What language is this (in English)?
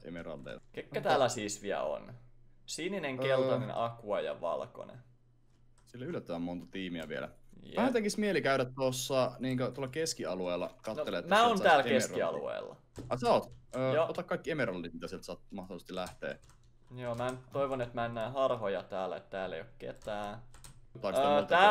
Finnish